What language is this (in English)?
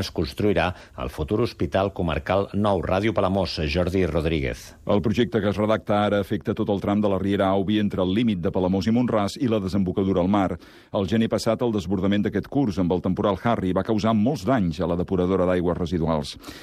Catalan